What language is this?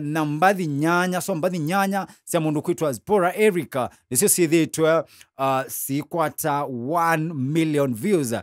Kamba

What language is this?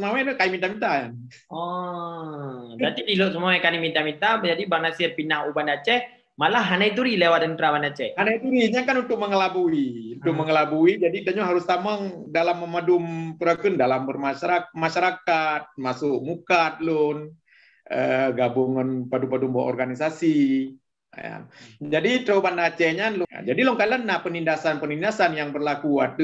Achinese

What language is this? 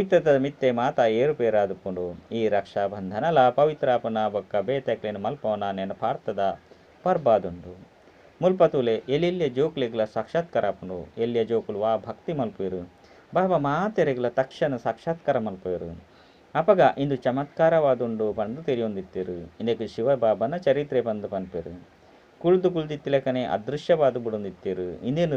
Tulu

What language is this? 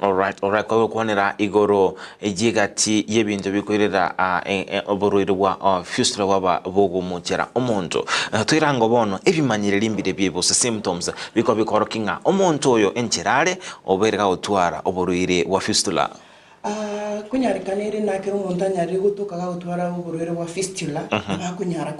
Gusii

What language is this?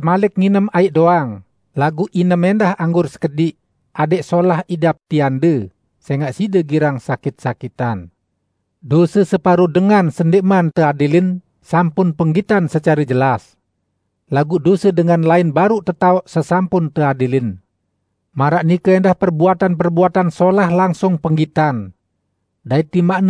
Sasak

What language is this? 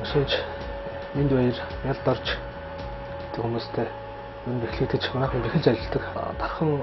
Mongolian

